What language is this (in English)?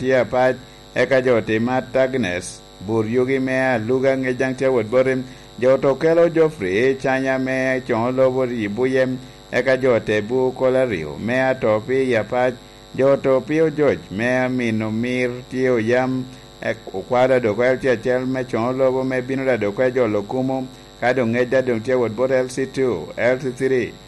Lango (Uganda)